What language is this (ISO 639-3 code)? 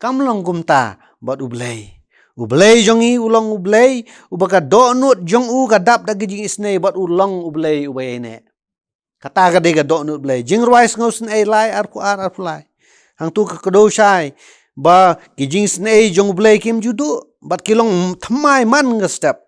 kha